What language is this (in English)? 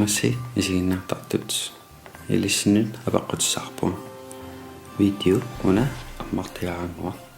Kalaallisut